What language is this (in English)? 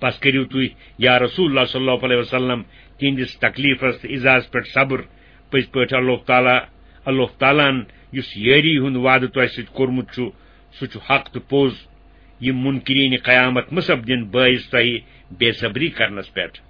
Kashmiri